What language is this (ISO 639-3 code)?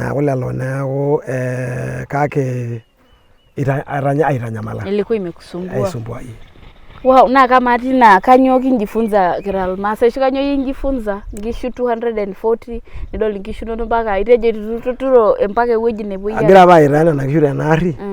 mas